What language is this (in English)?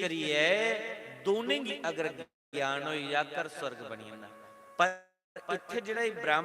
Dogri